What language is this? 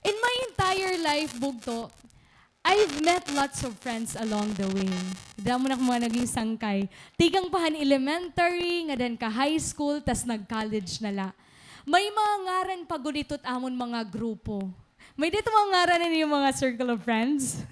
Waray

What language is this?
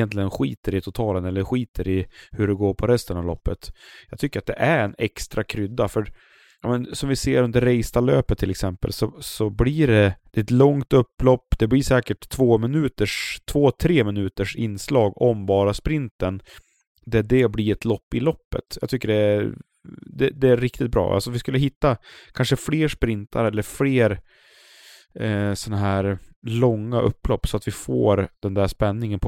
Swedish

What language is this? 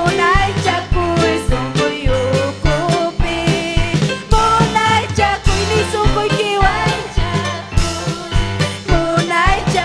Ayacucho Quechua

